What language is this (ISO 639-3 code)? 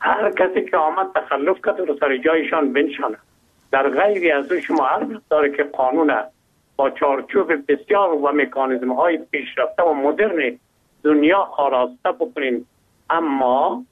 fas